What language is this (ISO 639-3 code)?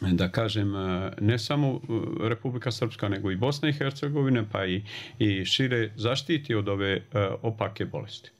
bos